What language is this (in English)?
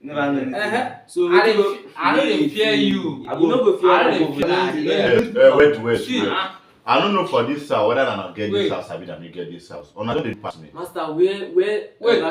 Nigerian Pidgin